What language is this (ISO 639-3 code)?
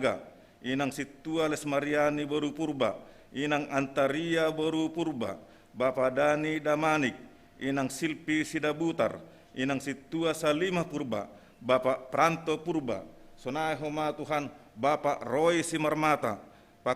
bts